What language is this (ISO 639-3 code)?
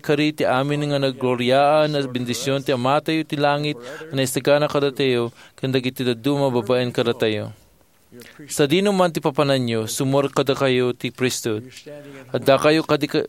ilo